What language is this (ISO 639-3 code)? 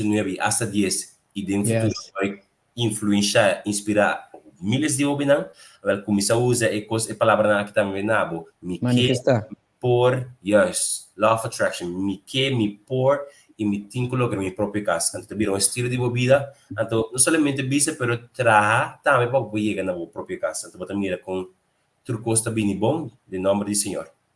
pap